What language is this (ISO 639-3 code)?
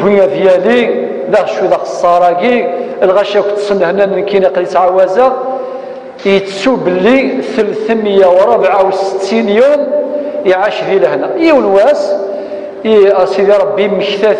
kab